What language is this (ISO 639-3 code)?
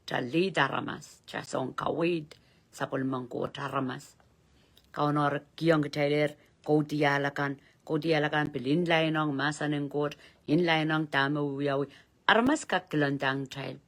pon